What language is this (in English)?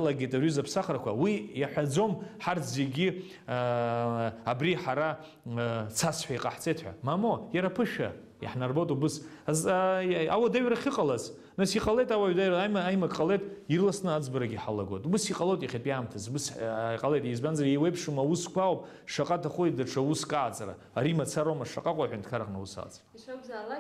Abkhazian